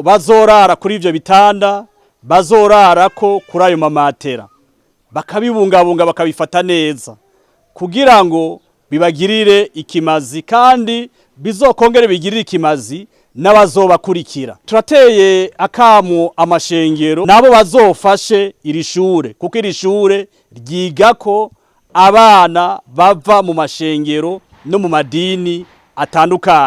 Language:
Rundi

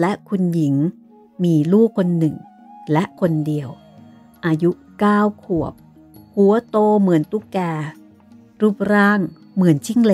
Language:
Thai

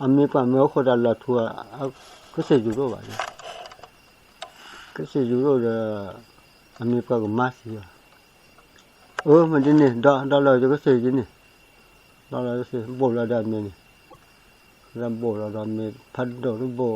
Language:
S'gaw Karen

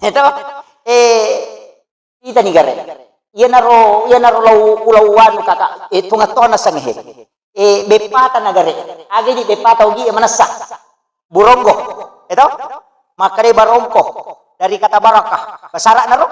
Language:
Buginese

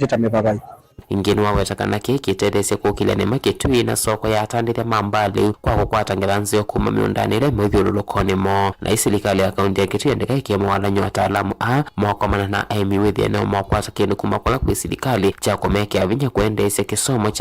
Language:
Kamba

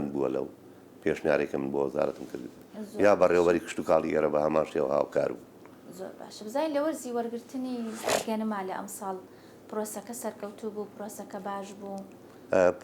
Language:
Central Kurdish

